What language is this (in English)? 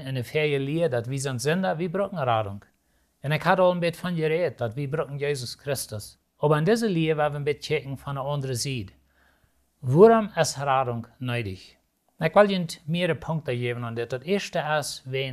Plautdietsch